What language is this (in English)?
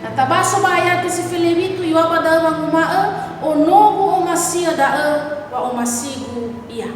Nias